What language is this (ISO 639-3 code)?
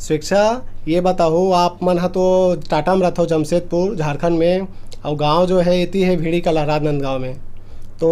hne